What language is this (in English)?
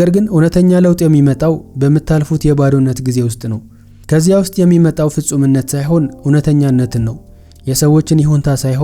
Amharic